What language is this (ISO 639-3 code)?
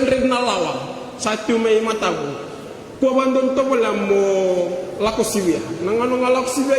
fij